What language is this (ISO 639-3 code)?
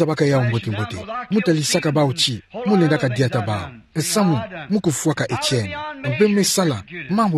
ktu